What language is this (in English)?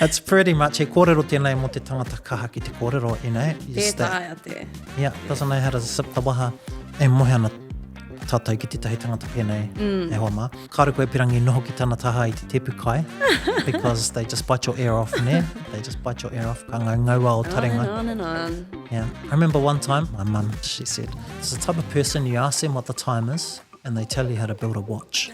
Māori